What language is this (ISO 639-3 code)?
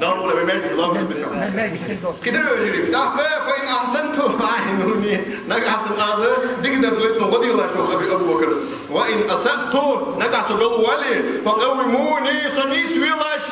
inh